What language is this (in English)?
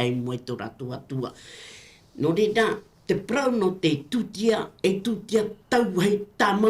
Tahitian